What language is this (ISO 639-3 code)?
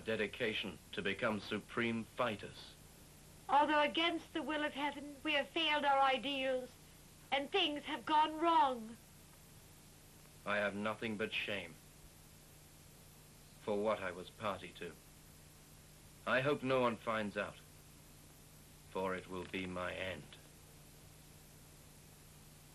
eng